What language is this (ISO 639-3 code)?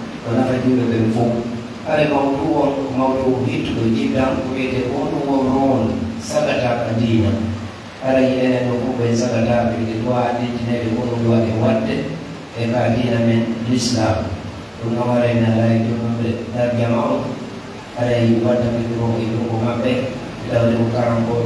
fuf